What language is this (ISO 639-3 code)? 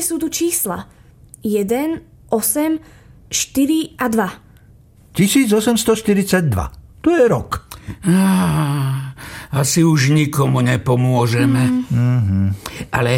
slk